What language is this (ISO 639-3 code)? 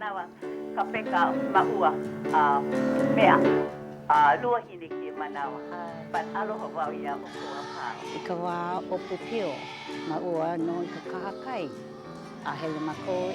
haw